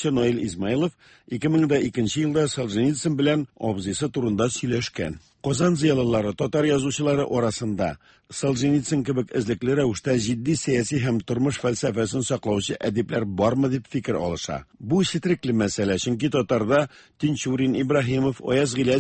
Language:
Tatar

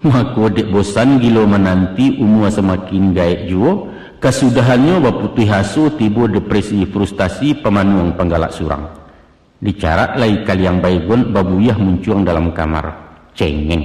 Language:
Minangkabau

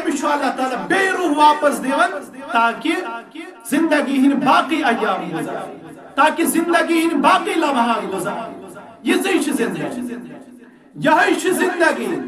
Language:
Kashmiri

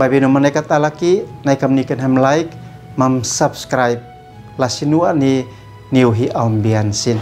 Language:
Uab Meto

